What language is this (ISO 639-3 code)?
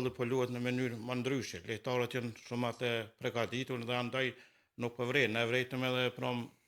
sqi